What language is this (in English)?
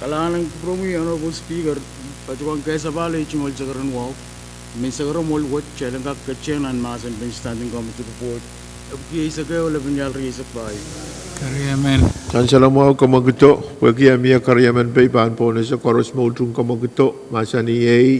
Pohnpeian